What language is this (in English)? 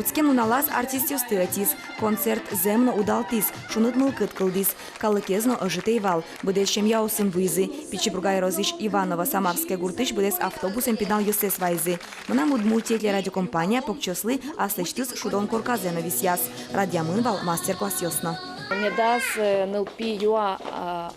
Udmurt